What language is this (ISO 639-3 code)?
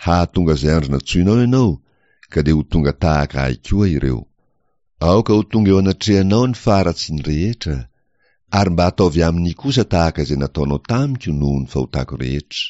mlg